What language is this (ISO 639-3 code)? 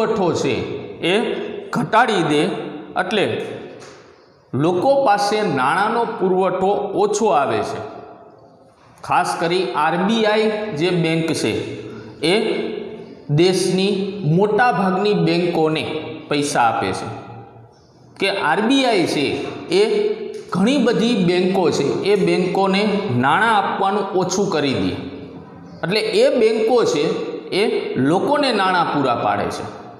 guj